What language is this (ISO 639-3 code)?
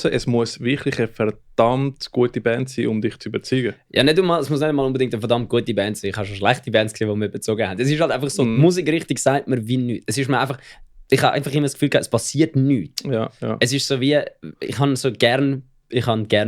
gsw